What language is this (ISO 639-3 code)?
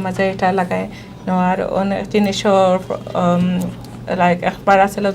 syl